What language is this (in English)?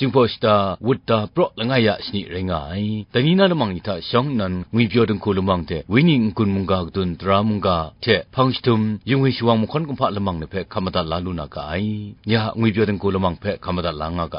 Kachin